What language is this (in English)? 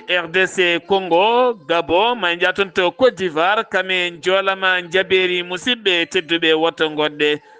Fula